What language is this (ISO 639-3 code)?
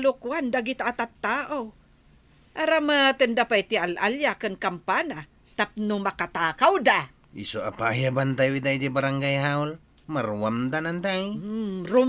ilo